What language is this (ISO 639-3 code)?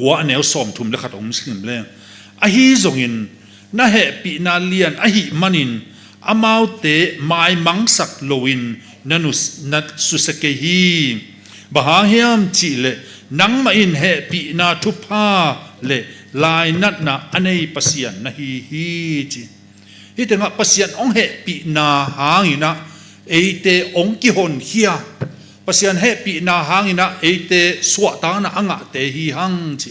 ctd